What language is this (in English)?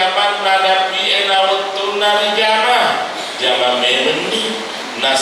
Buginese